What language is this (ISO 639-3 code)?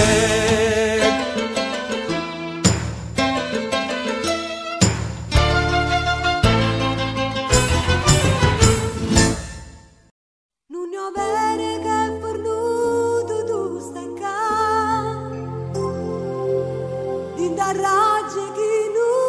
ita